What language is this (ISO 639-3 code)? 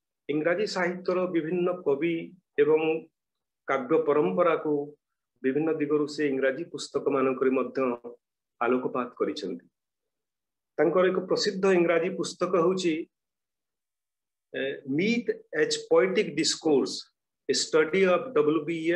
ori